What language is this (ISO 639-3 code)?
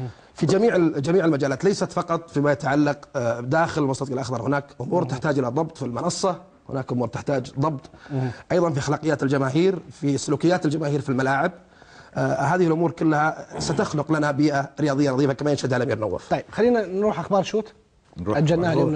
ara